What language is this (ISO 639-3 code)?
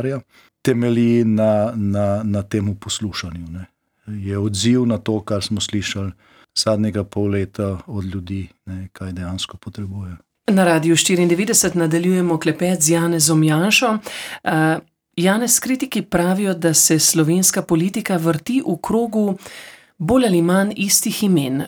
slv